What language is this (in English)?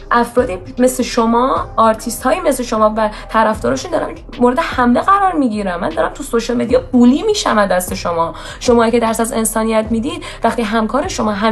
Persian